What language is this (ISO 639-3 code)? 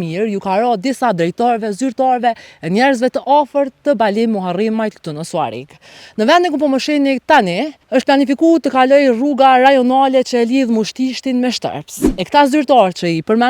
sqi